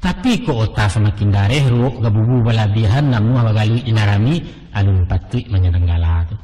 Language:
Minangkabau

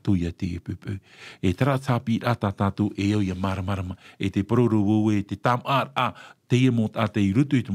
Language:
Tahitian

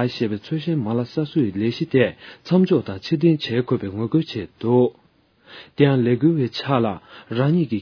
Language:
Tibetan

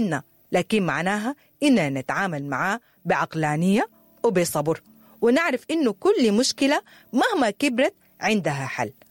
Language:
Sudanese Arabic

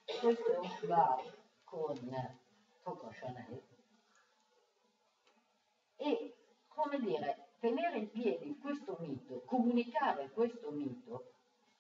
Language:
Italian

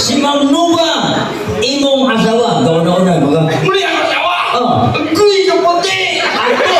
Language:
Cebuano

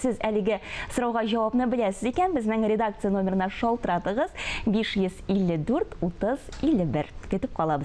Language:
Tatar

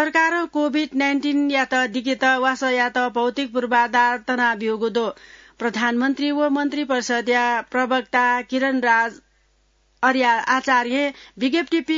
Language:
Newari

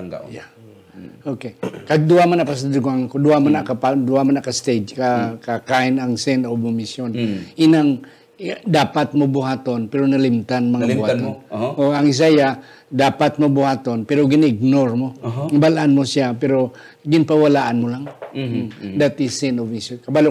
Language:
Hiligaynon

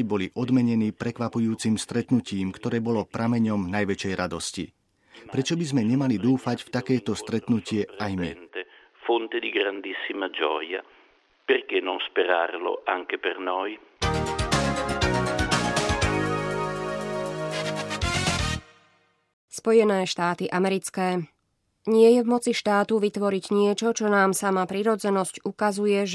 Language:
Slovak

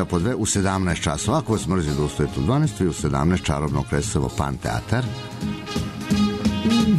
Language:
Serbian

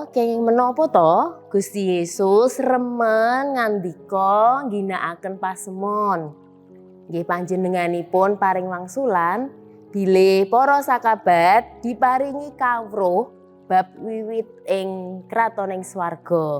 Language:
Javanese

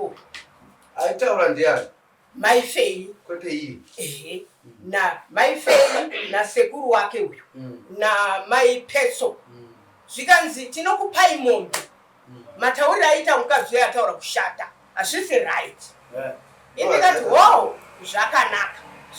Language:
Shona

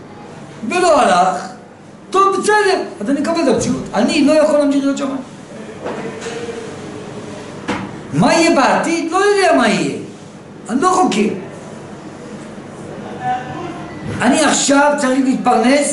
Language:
Hebrew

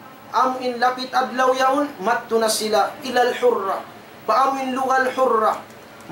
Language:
Tausug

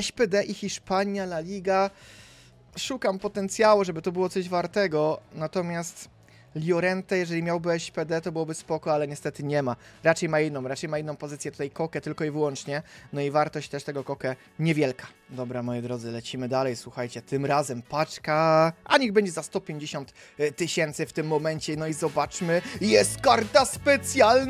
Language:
Polish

